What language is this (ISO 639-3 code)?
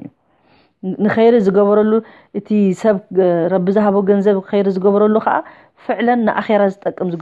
tir